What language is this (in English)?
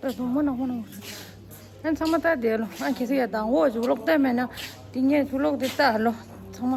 Tibetan